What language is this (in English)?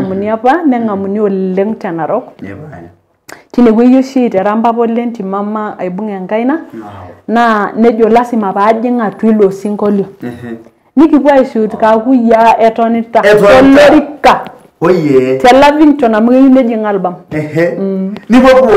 Masai